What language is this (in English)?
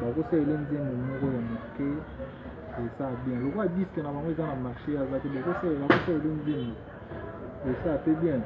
Lingala